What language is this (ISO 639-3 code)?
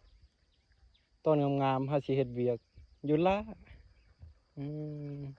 lao